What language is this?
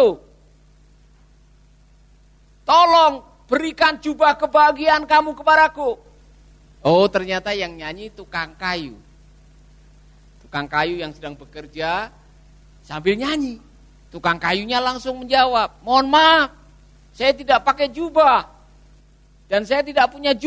Indonesian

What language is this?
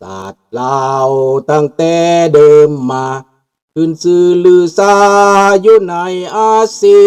Lao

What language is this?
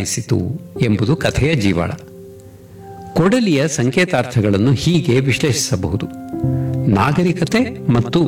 Kannada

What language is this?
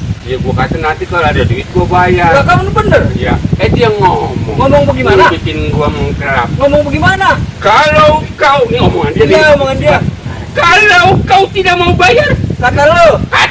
Betawi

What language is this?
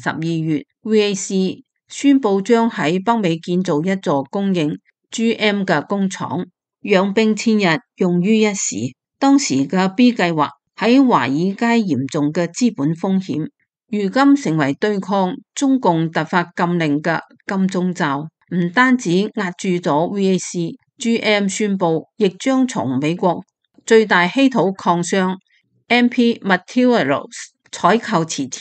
Cantonese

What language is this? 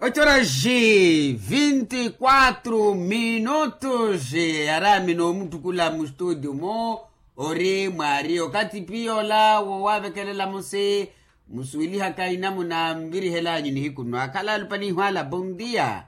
Makhuwa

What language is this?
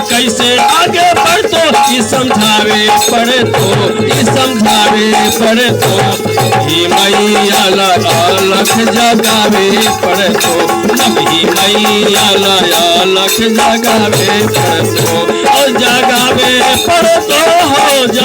Magahi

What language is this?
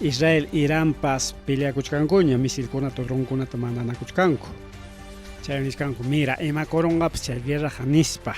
Ayacucho Quechua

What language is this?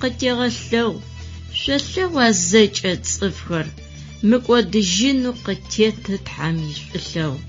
Adyghe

